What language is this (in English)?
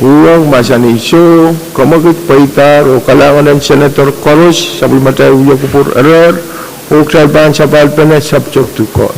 Pohnpeian